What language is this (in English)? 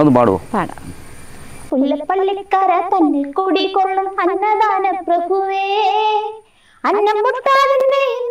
Malayalam